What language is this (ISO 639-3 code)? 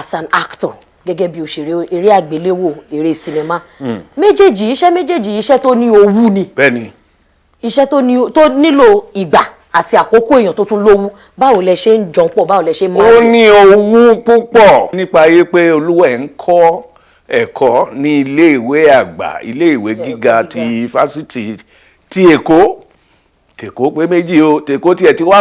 yor